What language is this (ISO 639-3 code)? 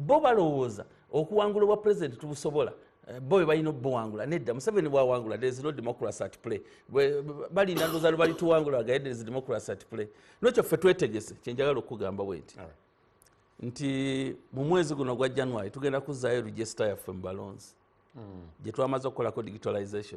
lug